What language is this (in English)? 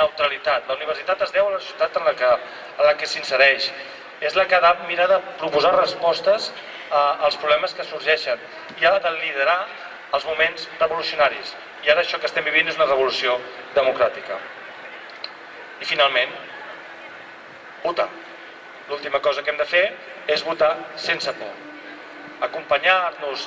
Catalan